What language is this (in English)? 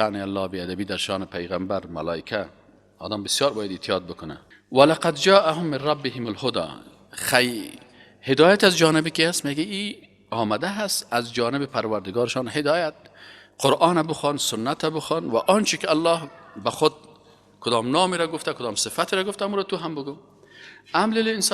Persian